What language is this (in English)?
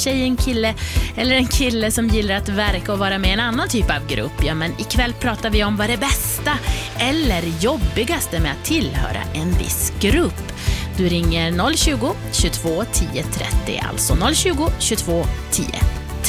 Swedish